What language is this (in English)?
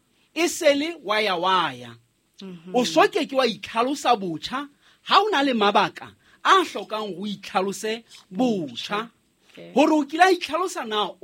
Southern Sotho